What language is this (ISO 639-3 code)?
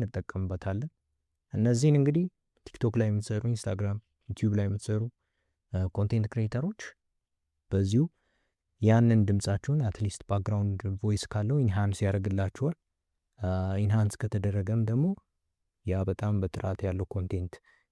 amh